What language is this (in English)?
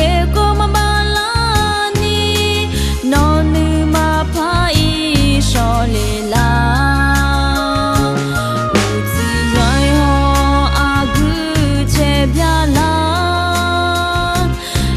Akha